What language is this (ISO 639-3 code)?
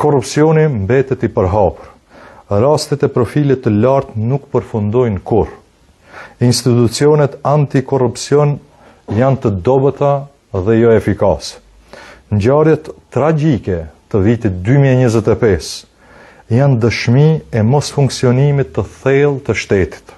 sqi